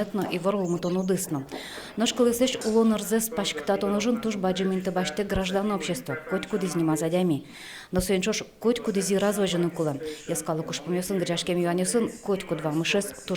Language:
Udmurt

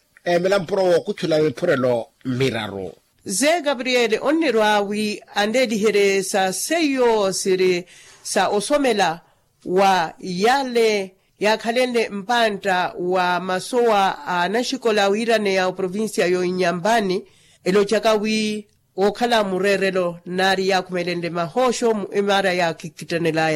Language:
Makhuwa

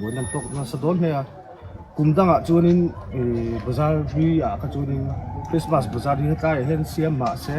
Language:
Mizo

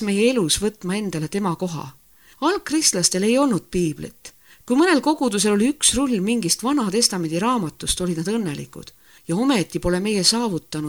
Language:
Estonian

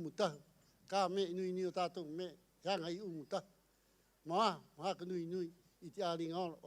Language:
Rapanui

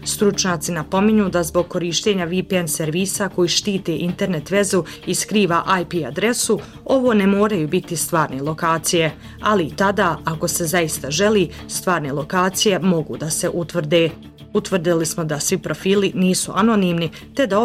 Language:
Bosnian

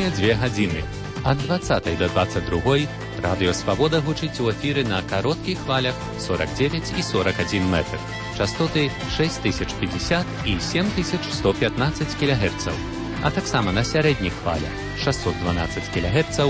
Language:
Belarusian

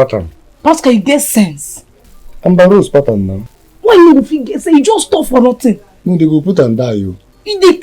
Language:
Nigerian Pidgin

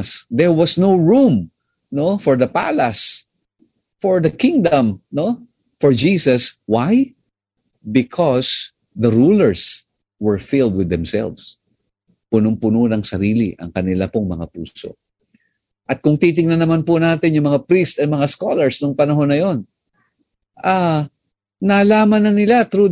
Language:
Filipino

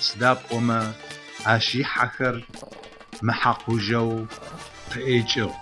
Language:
Adyghe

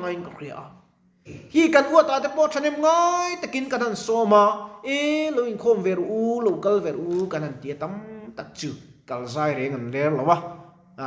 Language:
Mizo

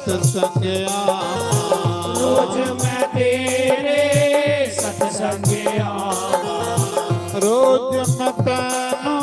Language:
Dogri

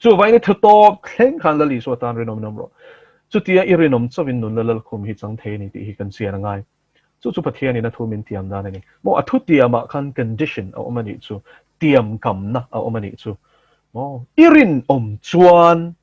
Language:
Mizo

